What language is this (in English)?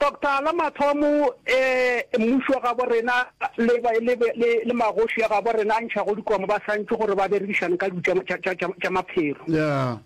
Northern Sotho